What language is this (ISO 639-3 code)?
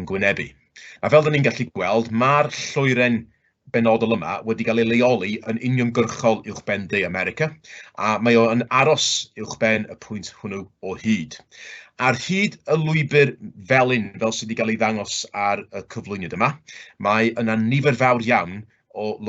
cym